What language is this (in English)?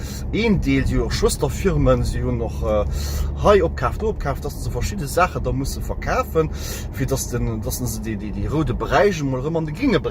Luxembourgish